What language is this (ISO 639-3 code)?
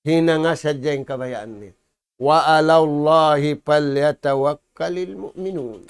tsg